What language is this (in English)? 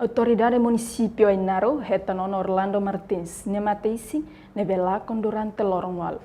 Tetum